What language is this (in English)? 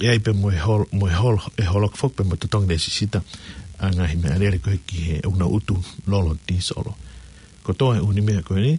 Tongan